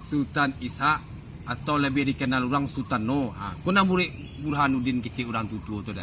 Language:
Minangkabau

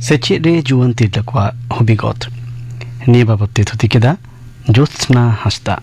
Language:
Santali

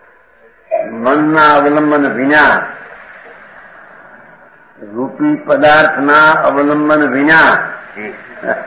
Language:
Gujarati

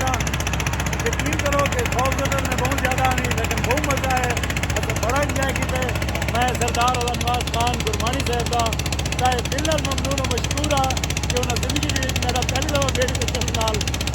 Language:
Saraiki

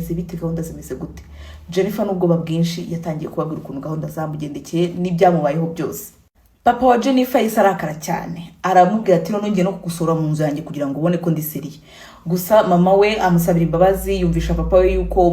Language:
Kinyarwanda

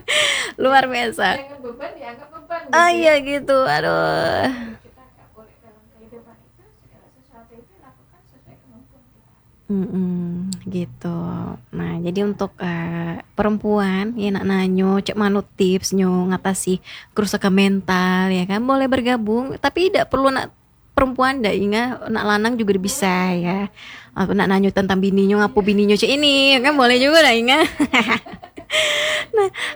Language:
Indonesian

